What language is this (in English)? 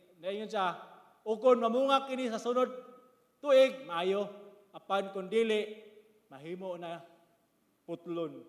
Cebuano